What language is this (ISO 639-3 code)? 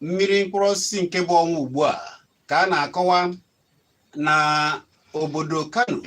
ibo